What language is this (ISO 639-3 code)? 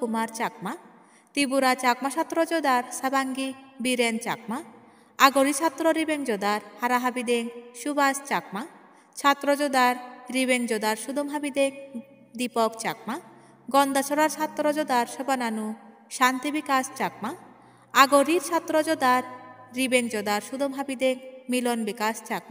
ccp